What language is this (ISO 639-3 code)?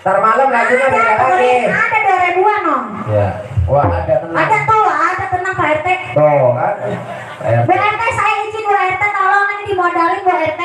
bew